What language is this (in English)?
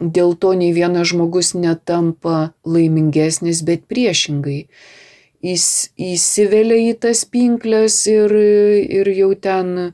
Lithuanian